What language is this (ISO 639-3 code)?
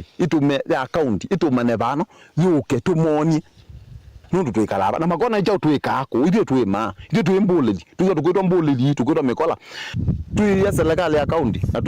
kam